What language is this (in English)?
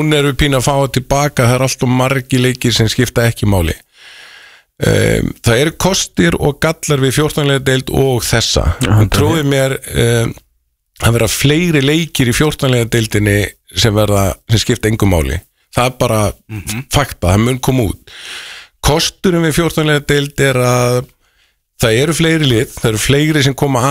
Icelandic